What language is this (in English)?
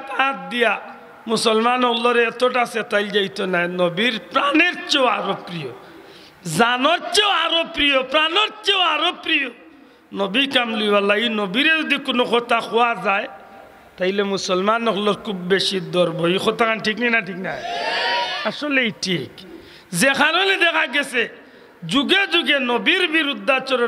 Sylheti